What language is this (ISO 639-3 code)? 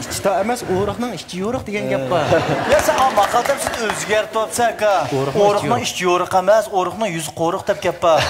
uig